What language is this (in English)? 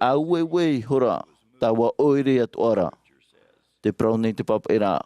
Tahitian